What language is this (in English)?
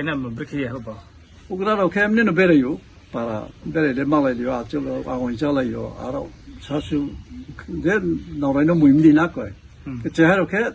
Riang (India)